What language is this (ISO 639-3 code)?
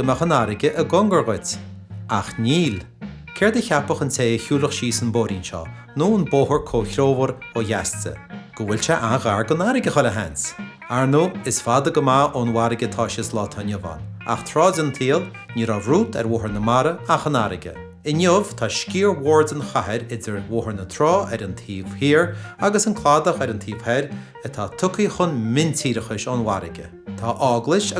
gle